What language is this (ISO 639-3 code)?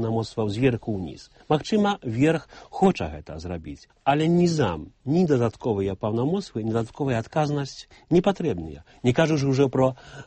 bel